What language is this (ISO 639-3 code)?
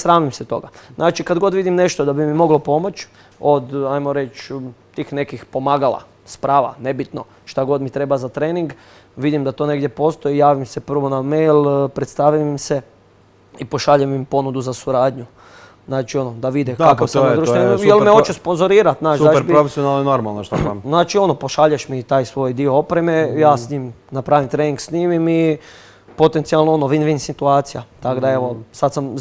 hrv